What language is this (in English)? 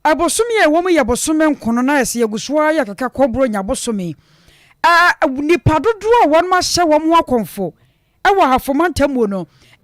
Akan